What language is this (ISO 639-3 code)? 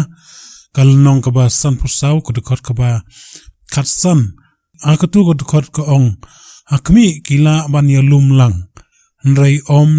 kha